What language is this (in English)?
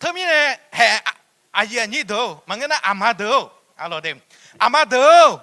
Akha